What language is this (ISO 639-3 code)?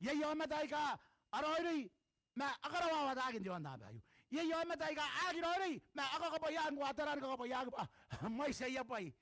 gil